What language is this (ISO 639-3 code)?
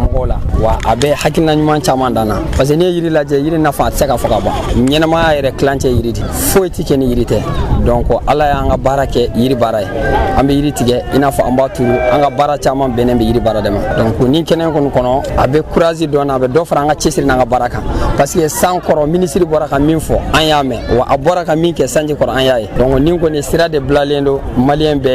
bam